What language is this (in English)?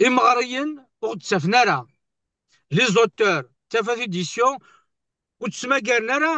Kabyle